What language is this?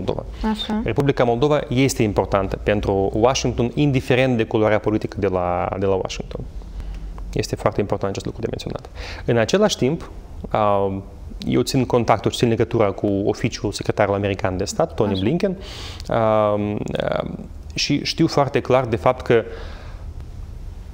Romanian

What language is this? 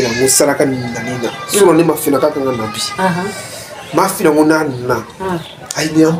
Bambara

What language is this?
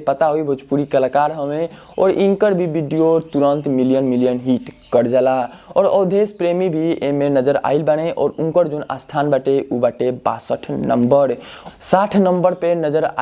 Bhojpuri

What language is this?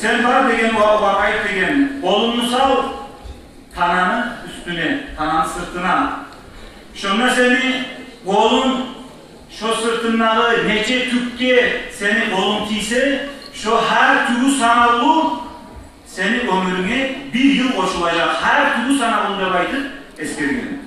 Kumyk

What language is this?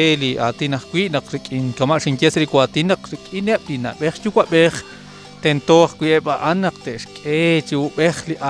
Kekchí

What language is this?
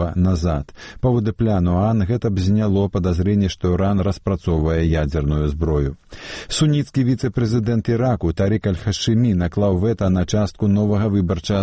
Belarusian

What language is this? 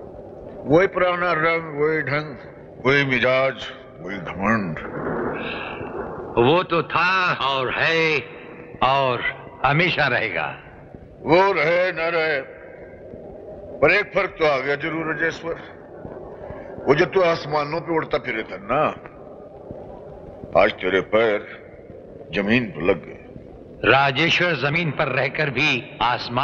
Hindi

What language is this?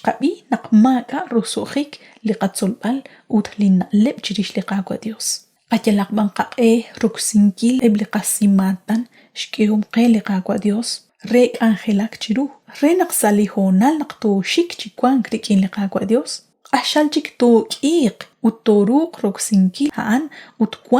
Kekchí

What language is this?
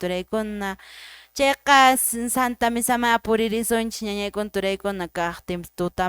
Quechua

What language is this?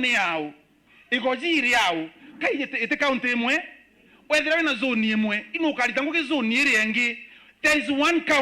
Meru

